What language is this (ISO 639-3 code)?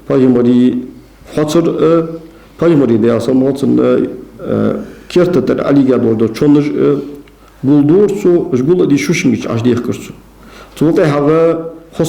inh